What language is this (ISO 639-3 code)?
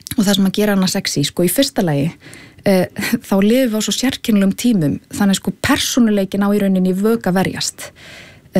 isl